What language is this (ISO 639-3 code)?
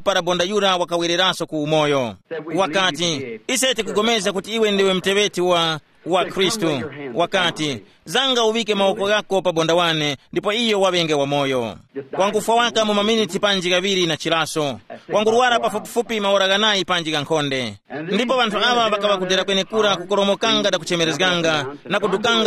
tum